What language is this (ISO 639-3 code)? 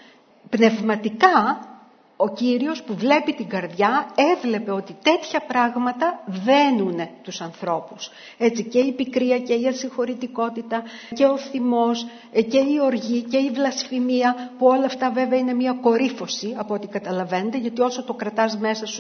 ell